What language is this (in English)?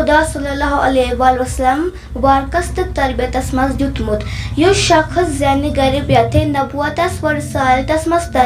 Kashmiri